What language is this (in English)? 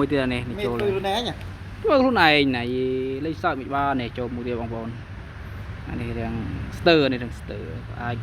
Khmer